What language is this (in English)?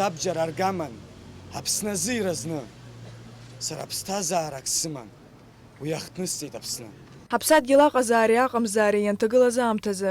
Abkhazian